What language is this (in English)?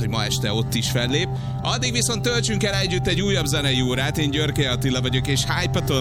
Hungarian